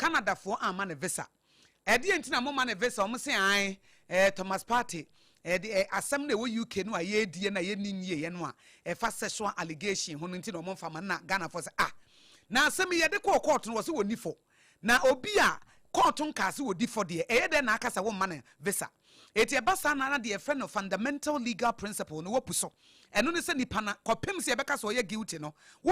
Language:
Akan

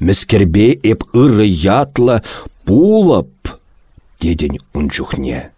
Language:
Chuvash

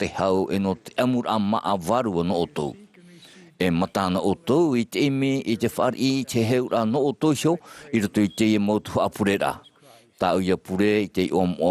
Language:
Tahitian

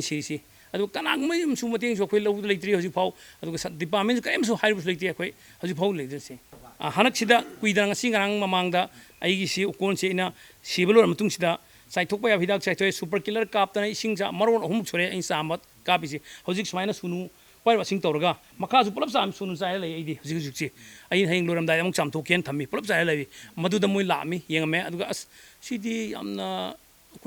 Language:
Manipuri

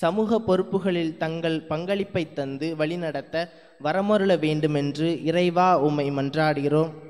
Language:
Tamil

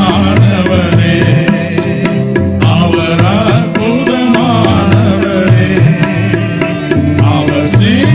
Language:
Tamil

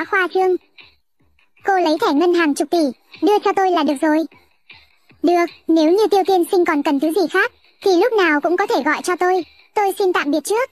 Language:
Vietnamese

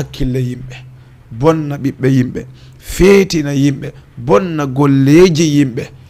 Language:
Fula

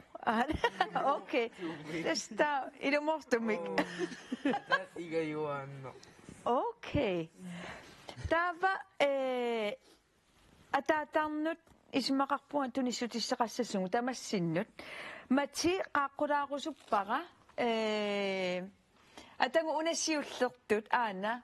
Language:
Kalaallisut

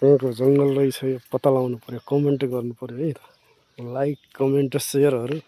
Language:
Nepali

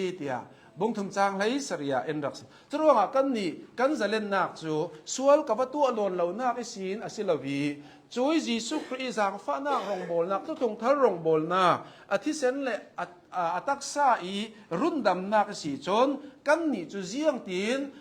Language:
Hakha Chin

